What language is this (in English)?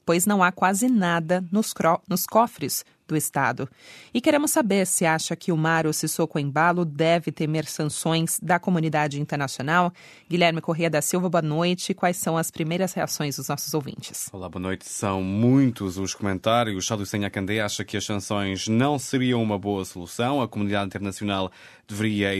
Portuguese